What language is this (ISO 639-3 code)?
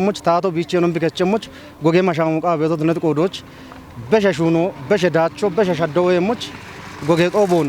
kbr